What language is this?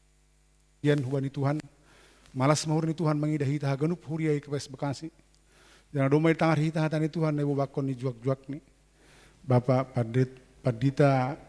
Batak Simalungun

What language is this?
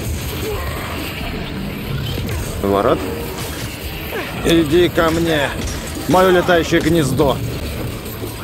Russian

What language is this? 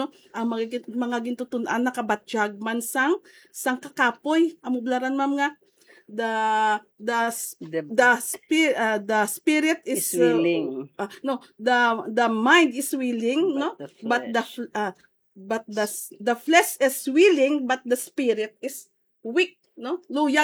Hiligaynon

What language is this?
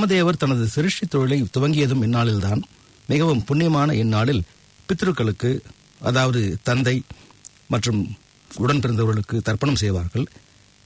Tamil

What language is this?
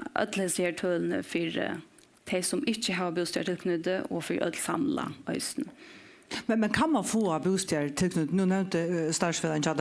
Faroese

